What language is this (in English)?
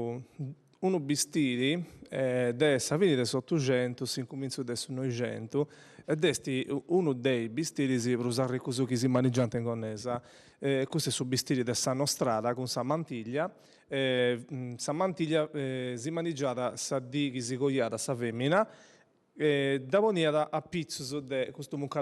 Sardinian